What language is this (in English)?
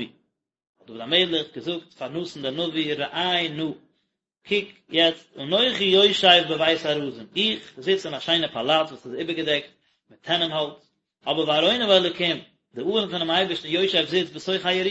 Yiddish